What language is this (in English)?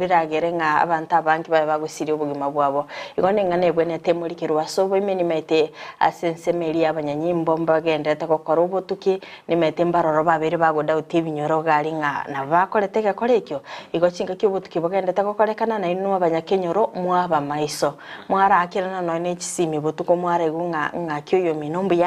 Gusii